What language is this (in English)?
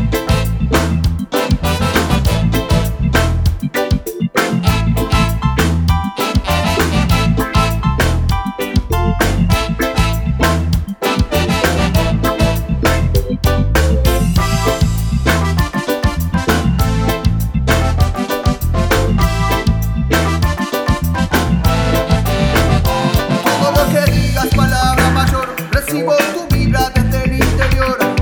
Spanish